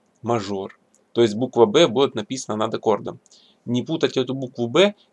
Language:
Russian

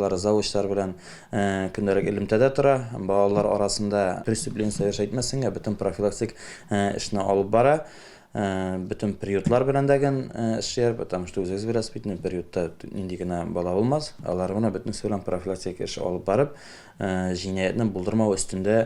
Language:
Tatar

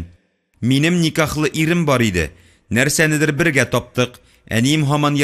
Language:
Tatar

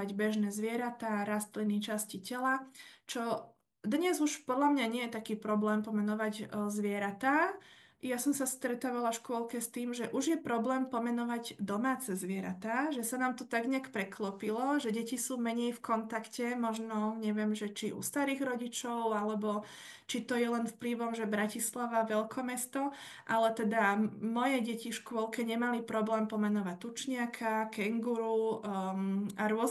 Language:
Slovak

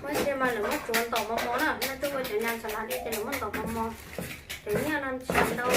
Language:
Hmong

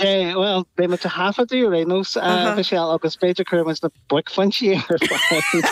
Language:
Irish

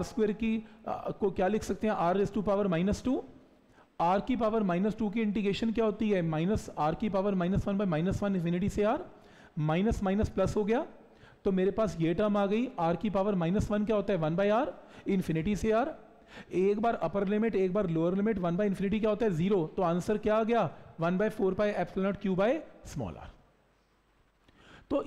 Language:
Hindi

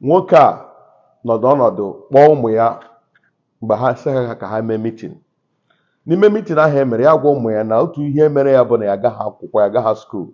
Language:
Igbo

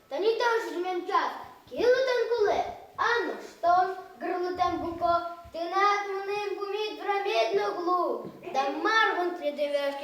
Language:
Udmurt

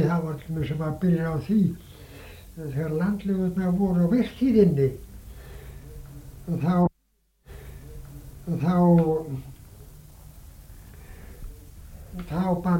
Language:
Icelandic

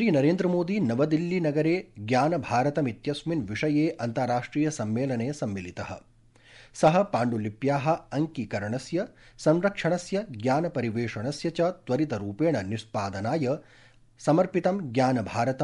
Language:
Sanskrit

